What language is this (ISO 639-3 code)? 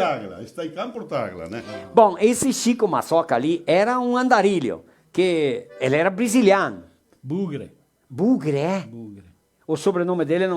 vec